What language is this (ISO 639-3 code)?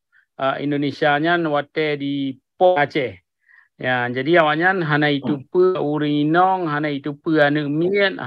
ace